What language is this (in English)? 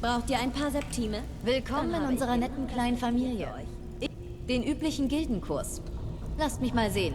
Bavarian